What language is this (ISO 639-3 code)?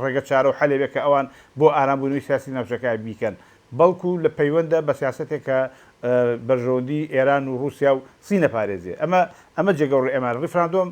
ckb